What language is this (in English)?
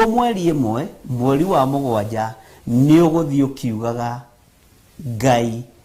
Kikuyu